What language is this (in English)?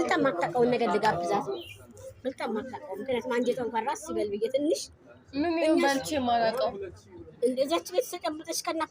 Amharic